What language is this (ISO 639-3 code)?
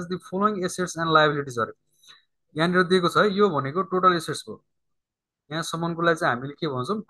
nep